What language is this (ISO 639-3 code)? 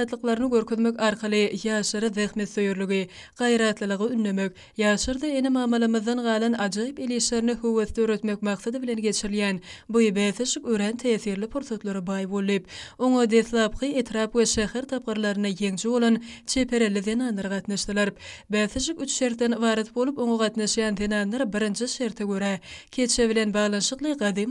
tuk